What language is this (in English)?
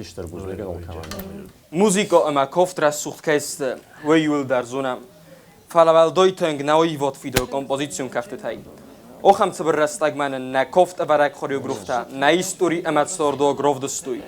Ossetic